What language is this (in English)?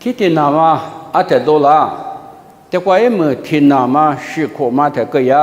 Lisu